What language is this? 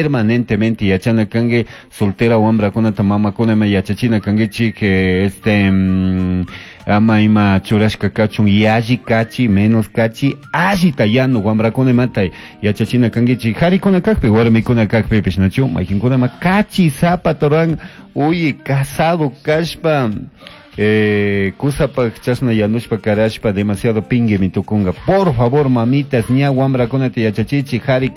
Chimborazo Highland Quichua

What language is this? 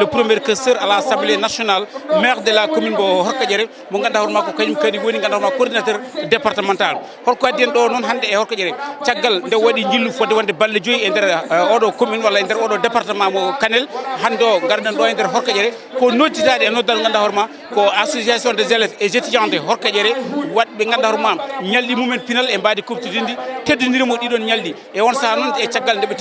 Fula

